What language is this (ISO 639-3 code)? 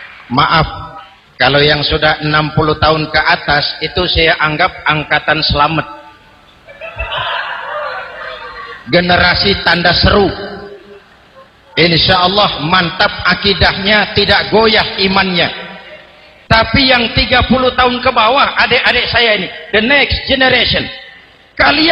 ind